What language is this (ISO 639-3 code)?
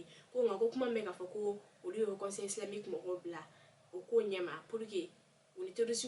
bam